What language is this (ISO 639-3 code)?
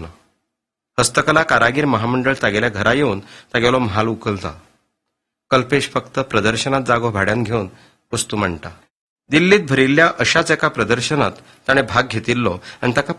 kok